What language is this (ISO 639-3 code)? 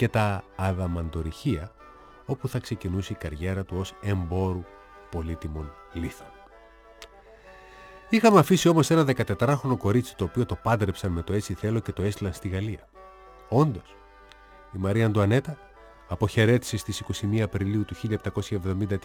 ell